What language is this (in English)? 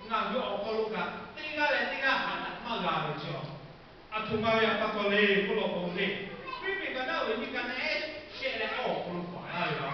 Lahu